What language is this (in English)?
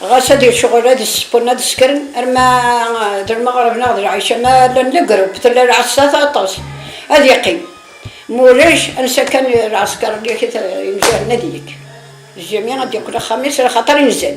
Kabyle